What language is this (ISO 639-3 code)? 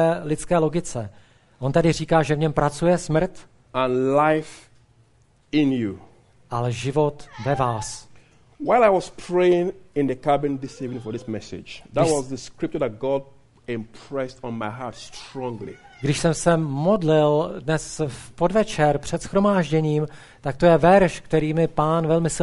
ces